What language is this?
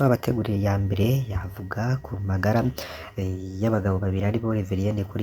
Rundi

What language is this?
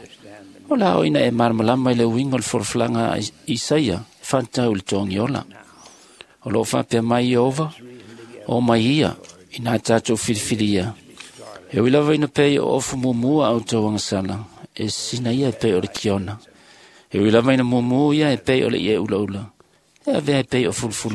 Samoan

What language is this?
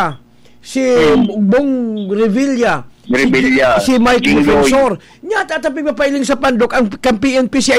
Bikol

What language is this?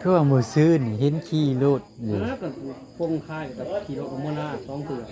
Northeastern Thai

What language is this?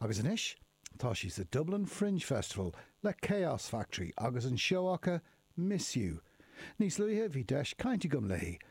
Irish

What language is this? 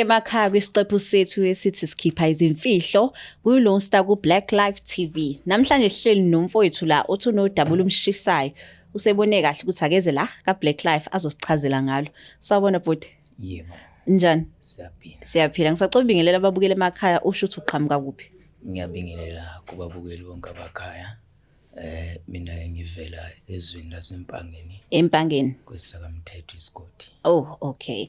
Zulu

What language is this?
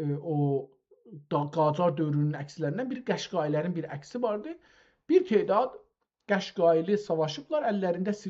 South Azerbaijani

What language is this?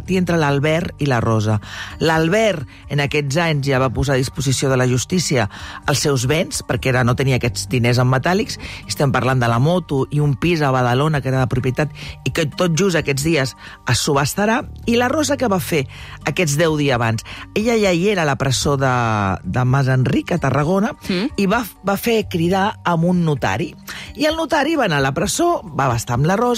Catalan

